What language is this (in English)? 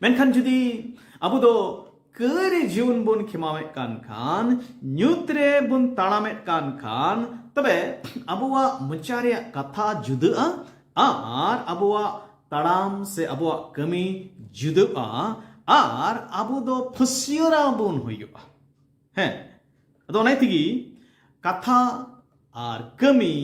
Santali